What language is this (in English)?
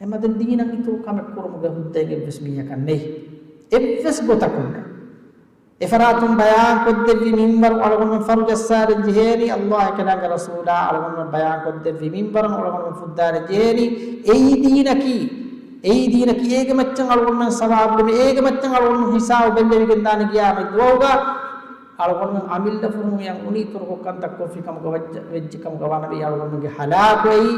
Divehi